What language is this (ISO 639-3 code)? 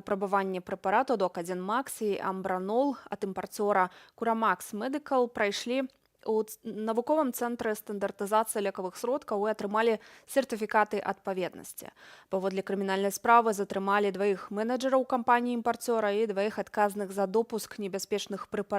bel